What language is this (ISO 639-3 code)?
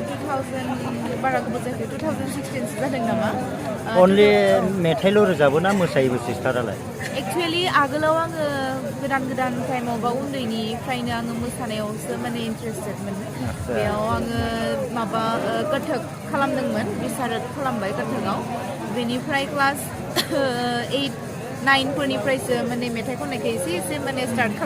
brx